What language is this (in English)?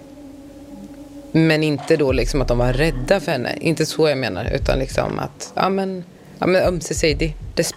Swedish